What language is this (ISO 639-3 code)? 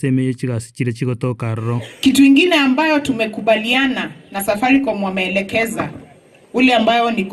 guz